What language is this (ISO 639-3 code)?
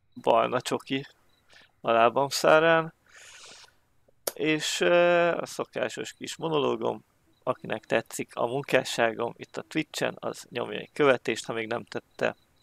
hun